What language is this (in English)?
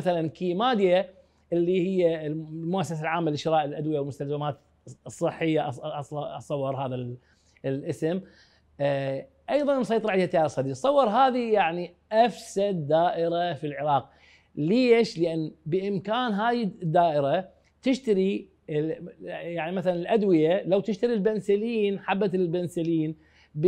Mesopotamian Arabic